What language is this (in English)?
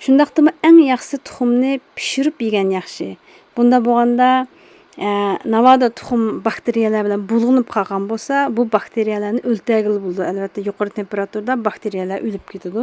Uyghur